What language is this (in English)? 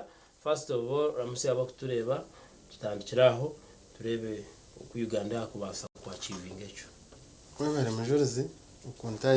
Nyankole